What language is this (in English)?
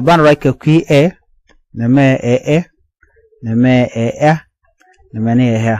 Nuer